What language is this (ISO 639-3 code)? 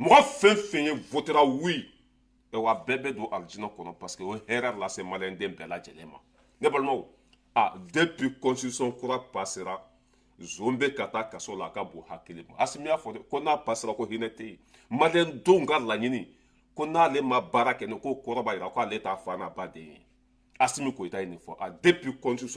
bam